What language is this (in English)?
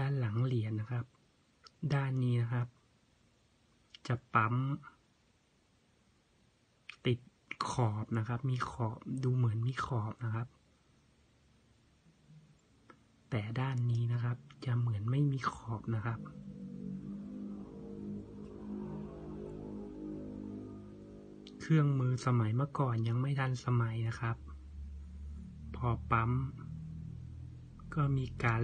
Thai